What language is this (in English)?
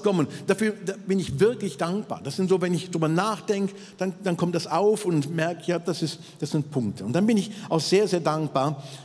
Swiss German